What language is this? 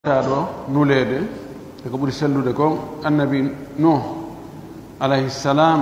Pular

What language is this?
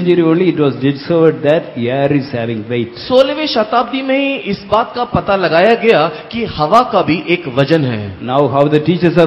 Hindi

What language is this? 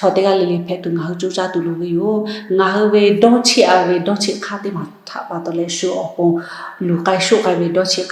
Lahu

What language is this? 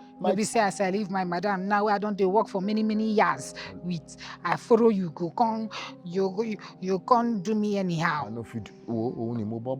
Nigerian Pidgin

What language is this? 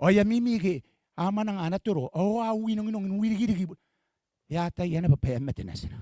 Gilbertese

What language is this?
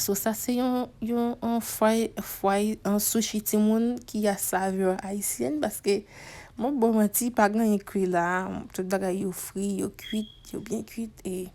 Haitian Creole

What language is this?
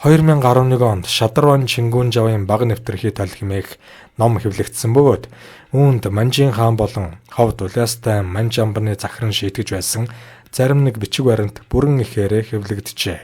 Mongolian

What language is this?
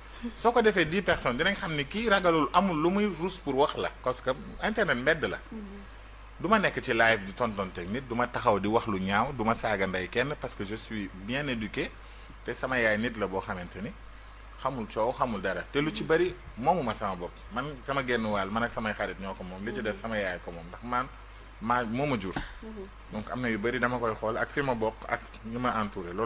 Wolof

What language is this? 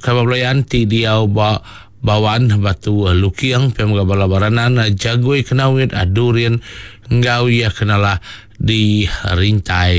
Iban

